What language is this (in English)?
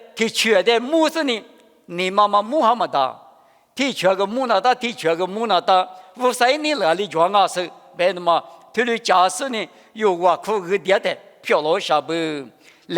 Lisu